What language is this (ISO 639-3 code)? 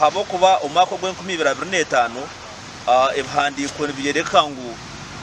nyn